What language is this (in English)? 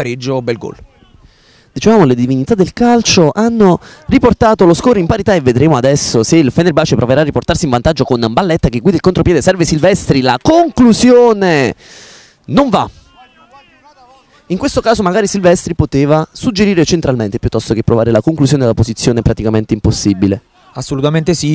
Italian